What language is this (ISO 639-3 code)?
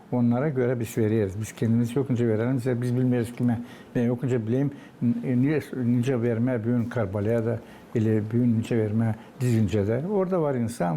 gag